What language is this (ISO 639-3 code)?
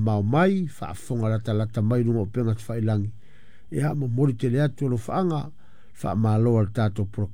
smo